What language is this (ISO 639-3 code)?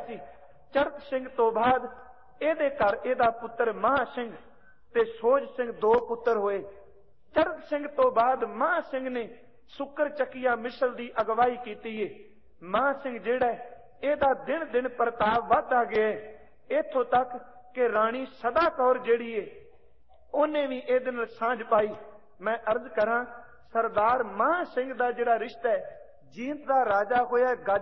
pan